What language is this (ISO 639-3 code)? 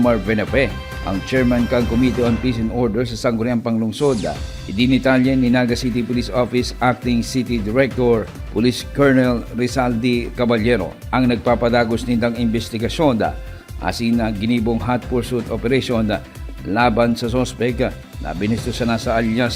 bik